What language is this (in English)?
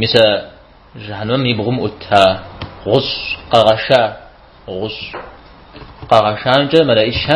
Kabardian